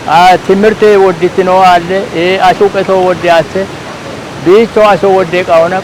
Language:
Kafa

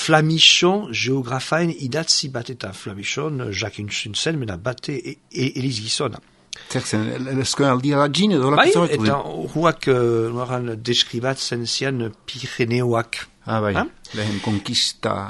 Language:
Basque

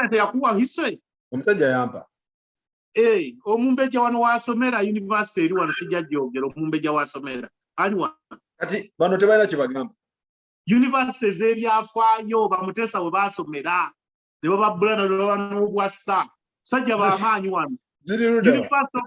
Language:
Ganda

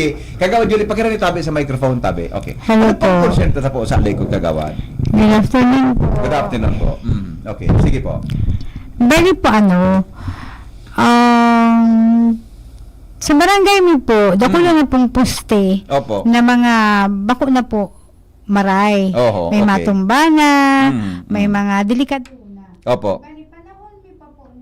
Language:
Bikol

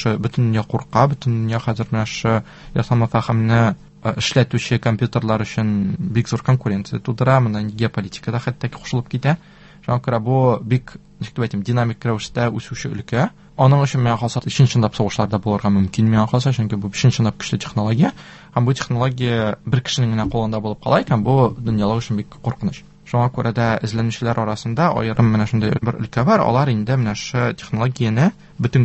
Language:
Tatar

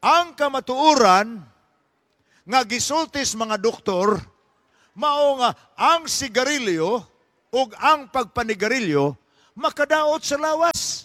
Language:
Cebuano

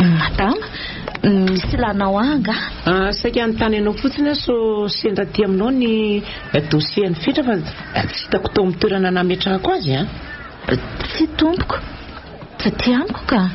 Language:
Malagasy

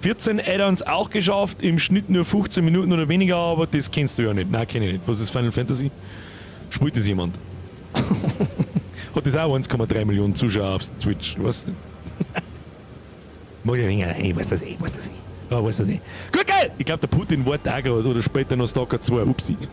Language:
Bavarian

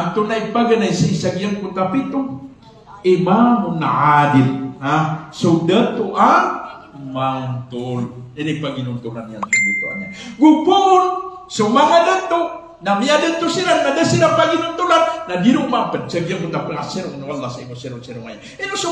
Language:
Maranao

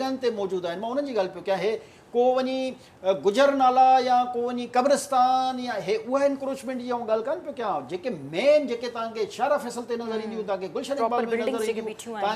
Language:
Sindhi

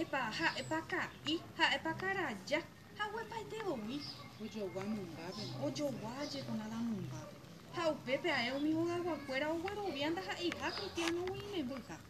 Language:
Guarani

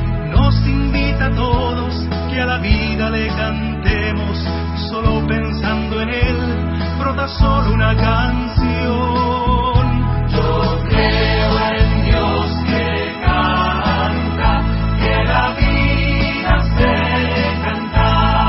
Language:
Spanish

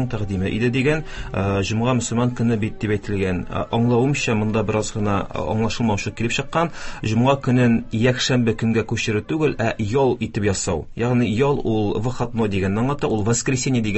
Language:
Tatar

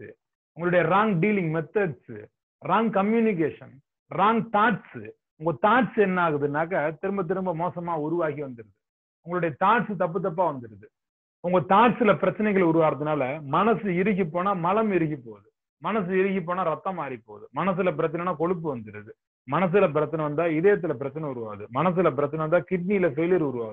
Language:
Tamil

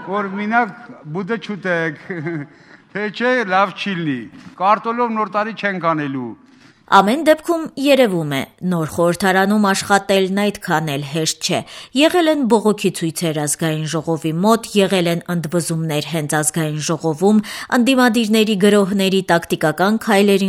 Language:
Armenian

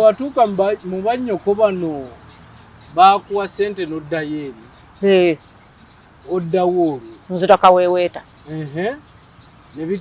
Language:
Ganda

